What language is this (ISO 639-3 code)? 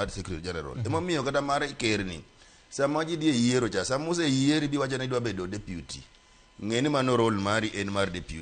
luo